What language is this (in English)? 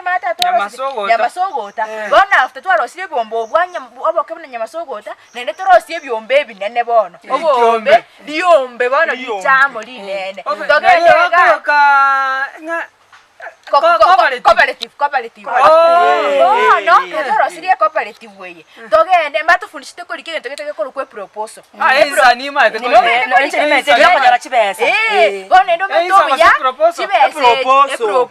Gusii